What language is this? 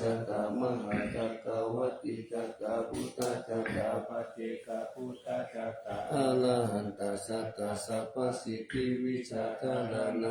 Pali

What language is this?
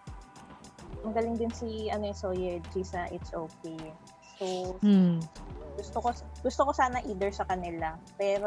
Filipino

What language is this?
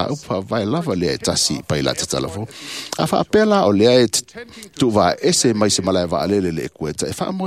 Samoan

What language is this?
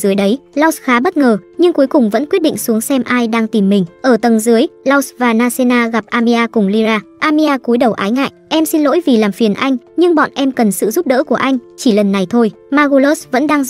Vietnamese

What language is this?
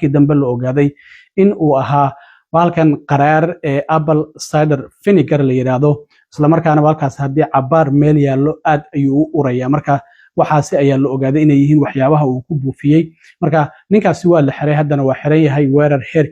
Somali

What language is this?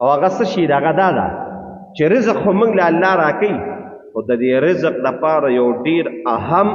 Pashto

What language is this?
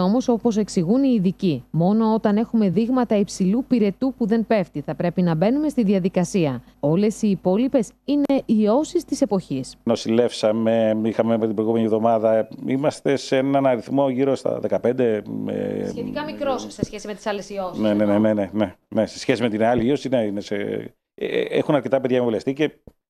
Greek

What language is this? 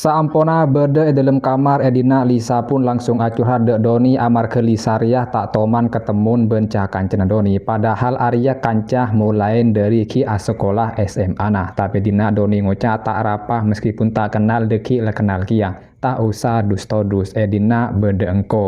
Madurese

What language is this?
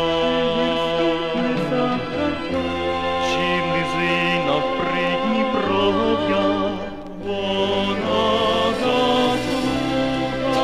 Ukrainian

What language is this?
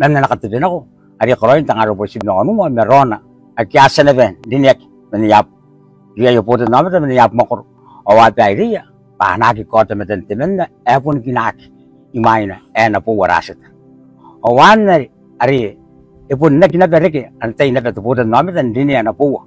Gilbertese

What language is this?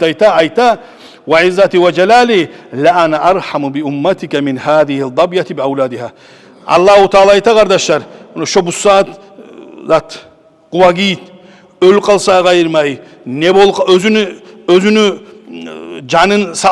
Kumyk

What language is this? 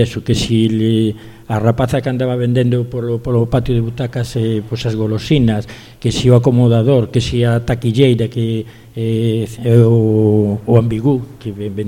Galician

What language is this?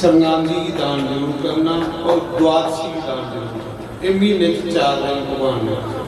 Dogri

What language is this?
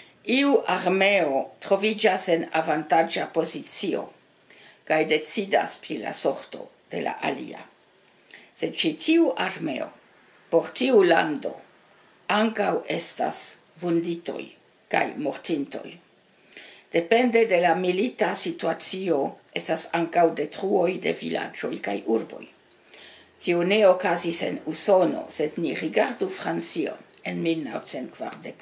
Esperanto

